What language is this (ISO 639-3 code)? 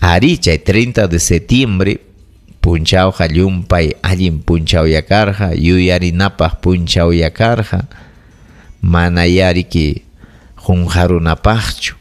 quy